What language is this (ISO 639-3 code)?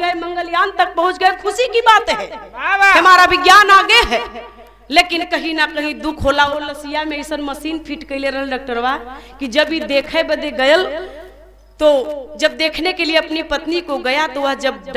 bho